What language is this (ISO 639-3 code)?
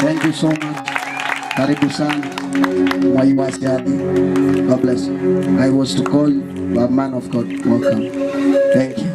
kam